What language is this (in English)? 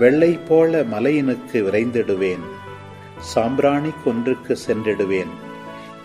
Tamil